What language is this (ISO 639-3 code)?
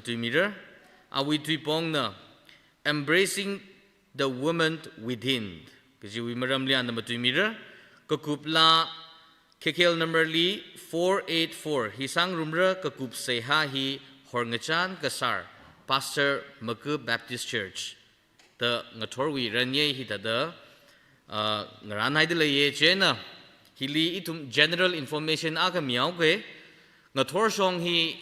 nmf